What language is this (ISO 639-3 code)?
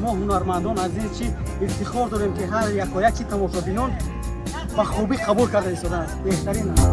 tgk